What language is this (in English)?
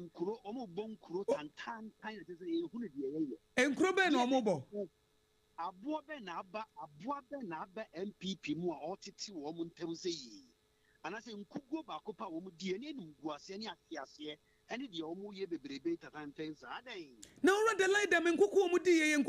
Akan